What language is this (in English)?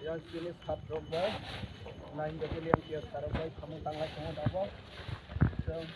Kok Borok